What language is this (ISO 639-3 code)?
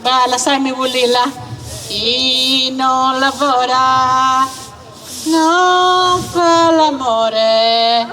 srd